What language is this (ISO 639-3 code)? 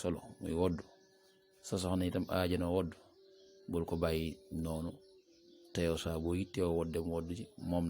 wol